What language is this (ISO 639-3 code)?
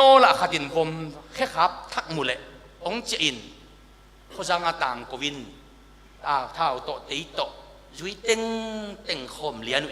ctd